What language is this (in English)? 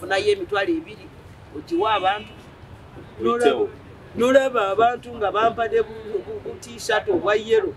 Ganda